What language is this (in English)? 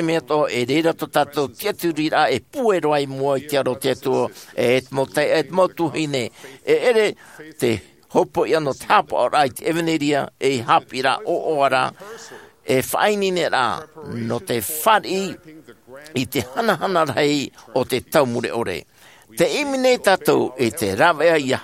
Tahitian